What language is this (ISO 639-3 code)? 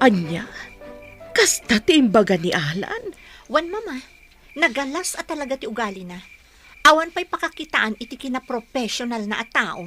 ilo